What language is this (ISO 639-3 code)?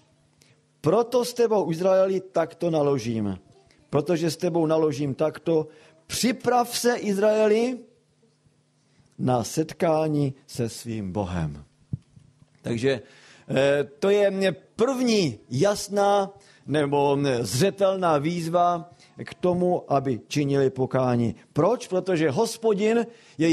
ces